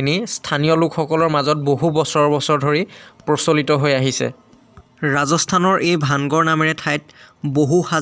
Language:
Assamese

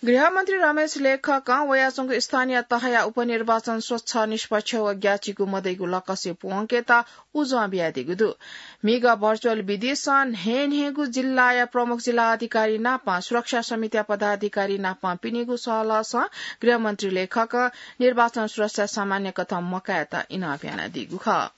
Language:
Newari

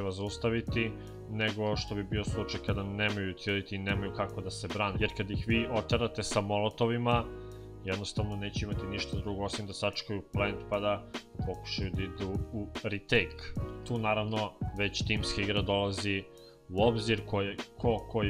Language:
Serbian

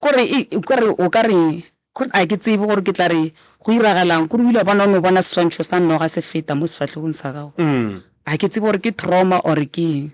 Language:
Northern Sotho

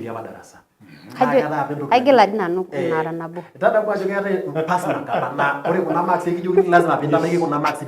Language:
Masai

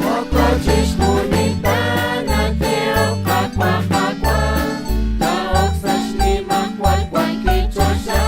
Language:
Kekchí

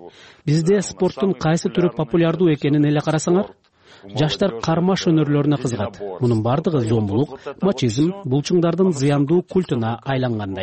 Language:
Kyrgyz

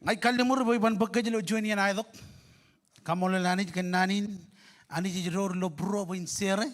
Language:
Marshallese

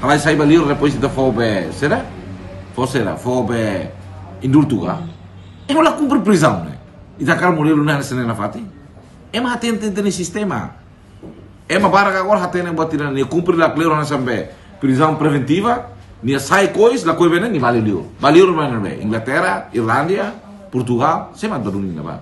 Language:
Tetum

